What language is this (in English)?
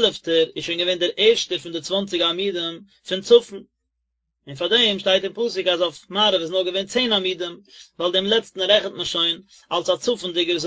Yiddish